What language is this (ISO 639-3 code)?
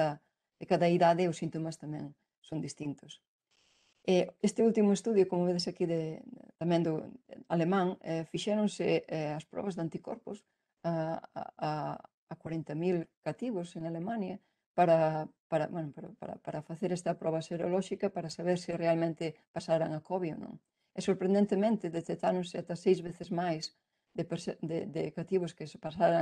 glg